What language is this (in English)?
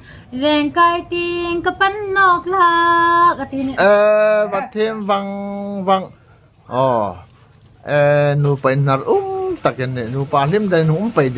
Hmar